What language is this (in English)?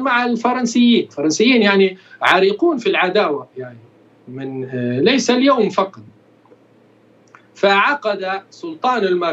Arabic